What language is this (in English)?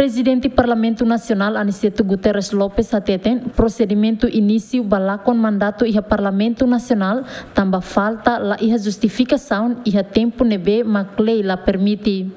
Tetum